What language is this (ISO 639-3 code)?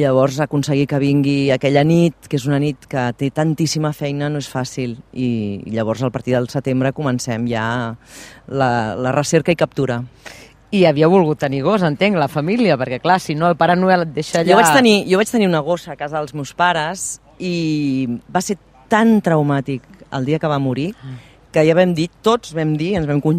cat